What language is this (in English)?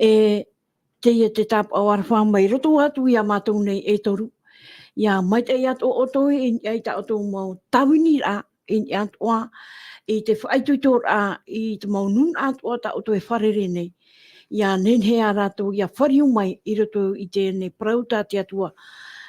Tahitian